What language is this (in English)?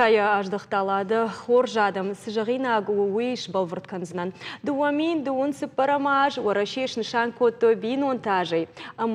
Ossetic